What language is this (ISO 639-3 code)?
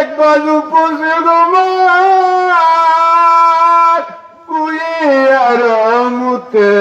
syl